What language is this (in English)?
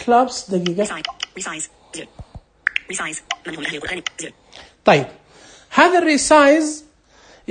Najdi Arabic